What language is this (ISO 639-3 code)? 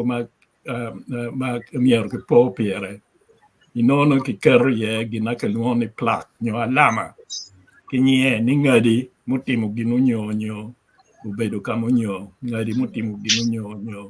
ach